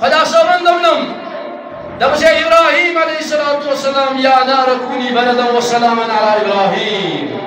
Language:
Kashmiri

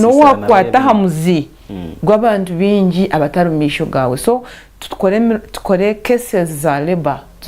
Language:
Nyankole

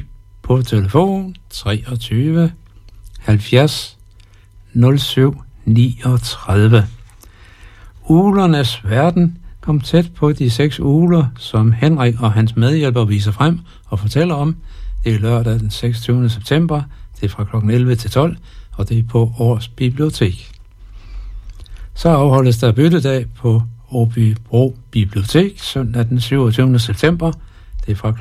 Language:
Danish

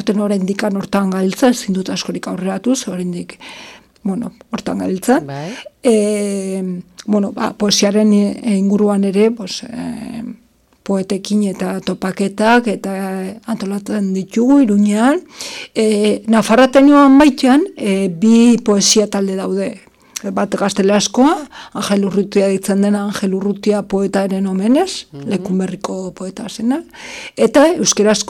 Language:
Basque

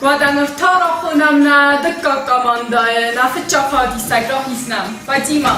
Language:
Ossetic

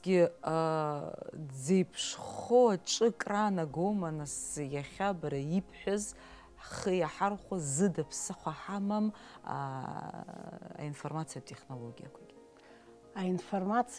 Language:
Abkhazian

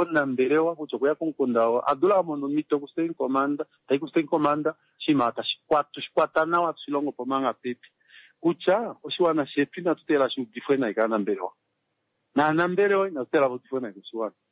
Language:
Kuanyama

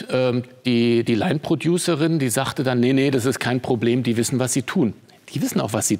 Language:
German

